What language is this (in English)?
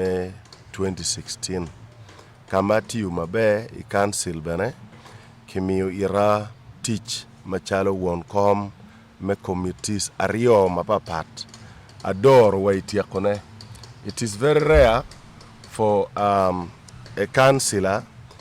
Acoli